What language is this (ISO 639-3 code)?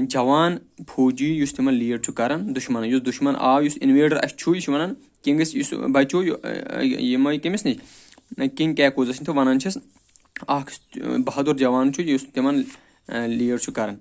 kas